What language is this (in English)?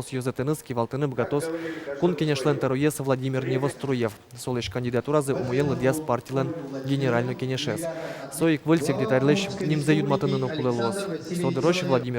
Udmurt